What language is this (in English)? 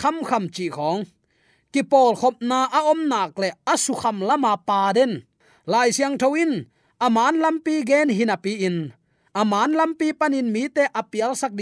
Tedim Chin